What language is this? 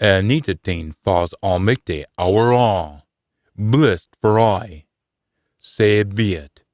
Scots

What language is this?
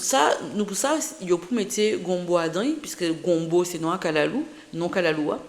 Guadeloupean Creole French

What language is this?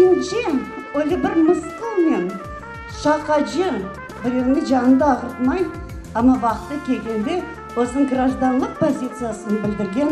Crimean Tatar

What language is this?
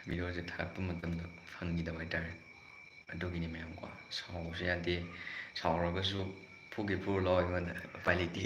Manipuri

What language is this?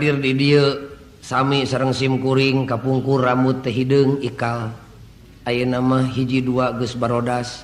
Sundanese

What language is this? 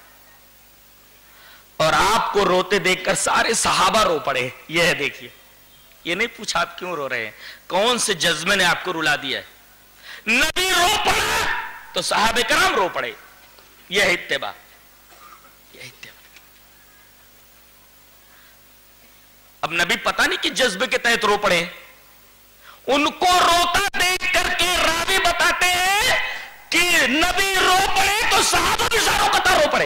Urdu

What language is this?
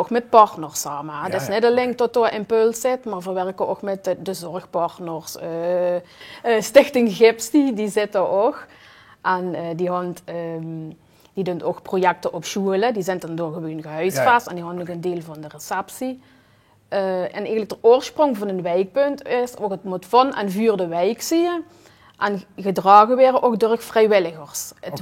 Limburgish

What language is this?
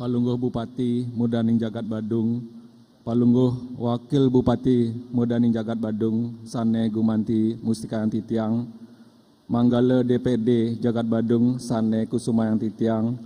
Balinese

